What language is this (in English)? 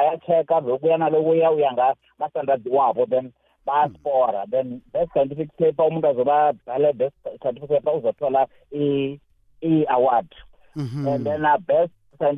South Ndebele